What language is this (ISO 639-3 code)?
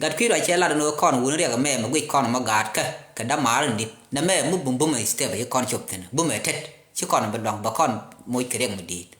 nus